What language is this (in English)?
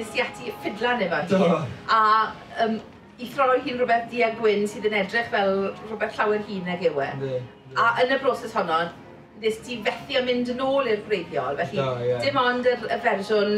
Welsh